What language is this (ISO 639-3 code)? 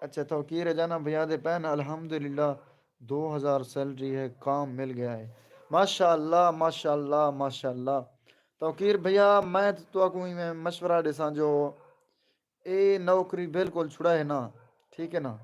skr